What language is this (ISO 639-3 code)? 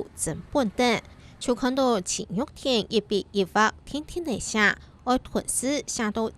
hak